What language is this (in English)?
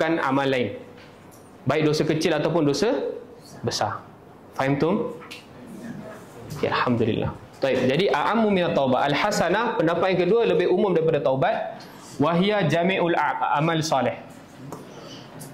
Malay